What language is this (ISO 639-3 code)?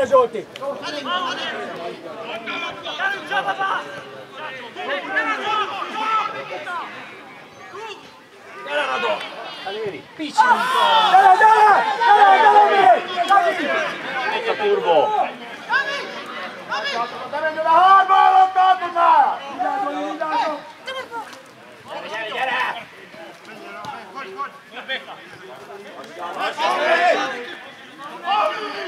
hun